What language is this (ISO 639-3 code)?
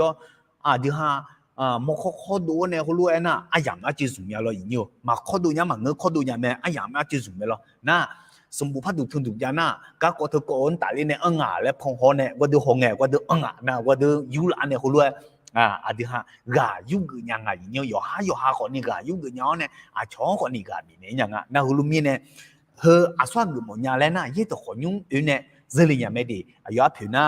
ahk